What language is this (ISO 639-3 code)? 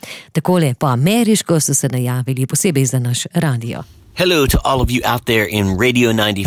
slv